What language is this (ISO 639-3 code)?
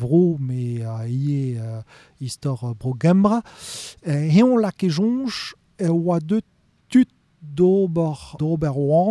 bre